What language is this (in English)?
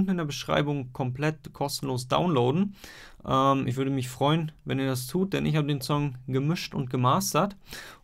German